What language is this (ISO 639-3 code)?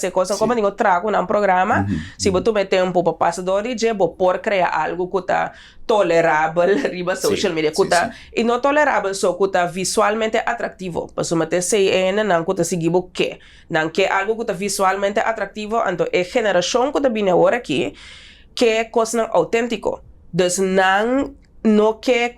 pap